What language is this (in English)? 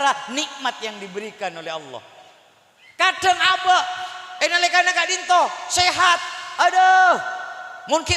Madurese